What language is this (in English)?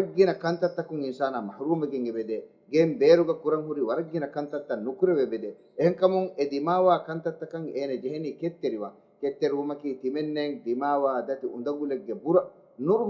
Divehi